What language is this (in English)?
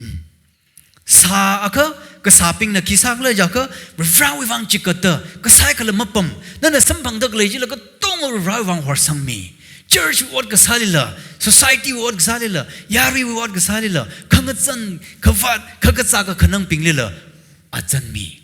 Tangkhul Naga (India)